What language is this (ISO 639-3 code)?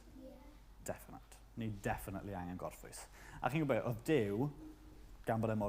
cym